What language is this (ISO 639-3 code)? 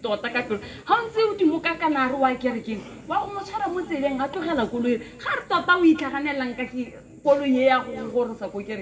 tsn